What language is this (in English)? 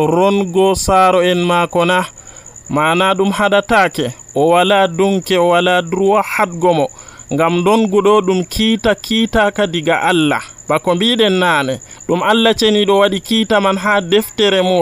Nigerian Fulfulde